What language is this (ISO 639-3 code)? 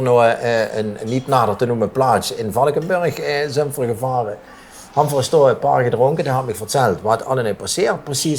lim